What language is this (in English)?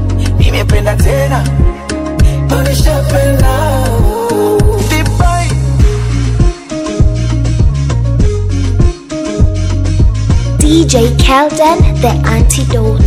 Swahili